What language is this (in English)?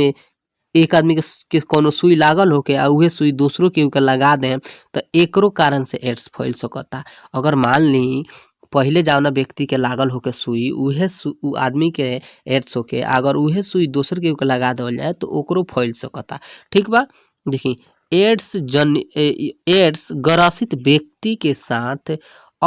Bhojpuri